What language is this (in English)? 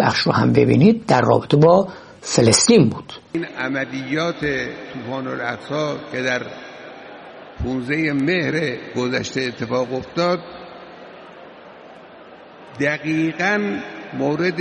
Persian